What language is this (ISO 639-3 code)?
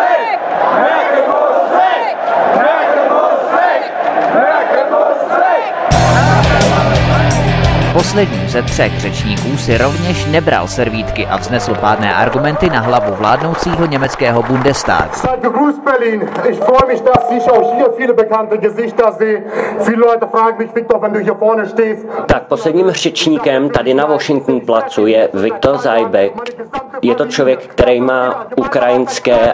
ces